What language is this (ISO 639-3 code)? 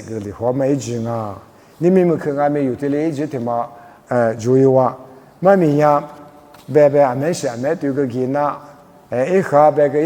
lis